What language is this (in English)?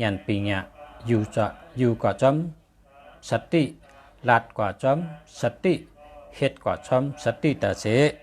Shan